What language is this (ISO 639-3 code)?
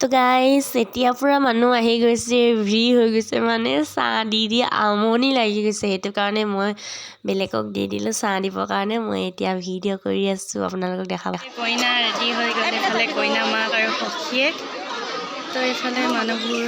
asm